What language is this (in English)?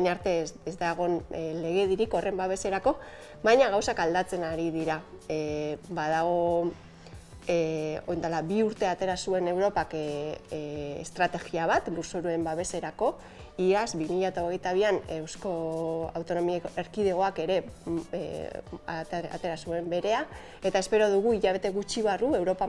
Basque